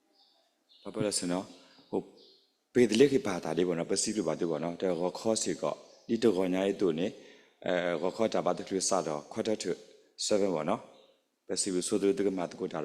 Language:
S'gaw Karen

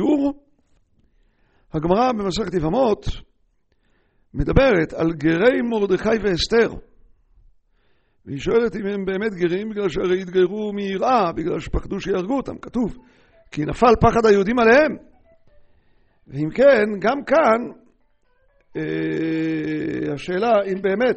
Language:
Hebrew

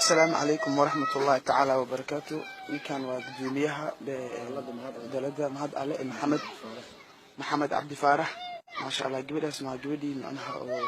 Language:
Somali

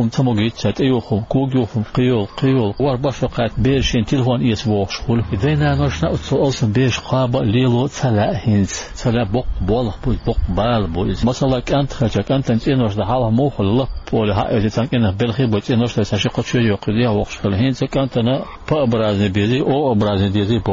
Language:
Chechen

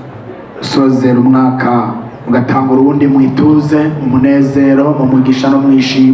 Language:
Rundi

